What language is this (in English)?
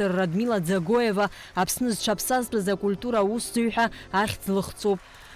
Abkhazian